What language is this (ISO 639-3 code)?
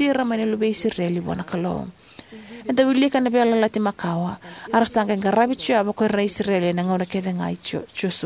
fij